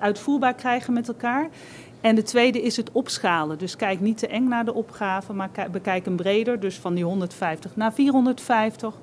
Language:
Dutch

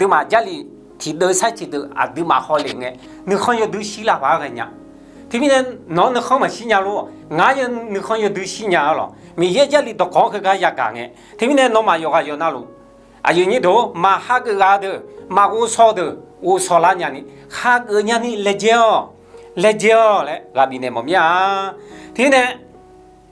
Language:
Akha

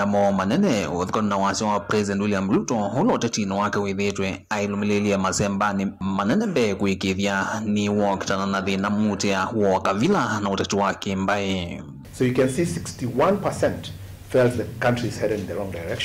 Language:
Kamba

